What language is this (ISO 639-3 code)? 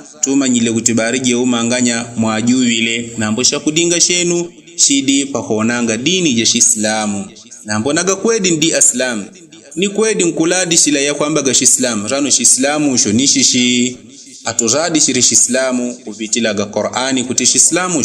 yao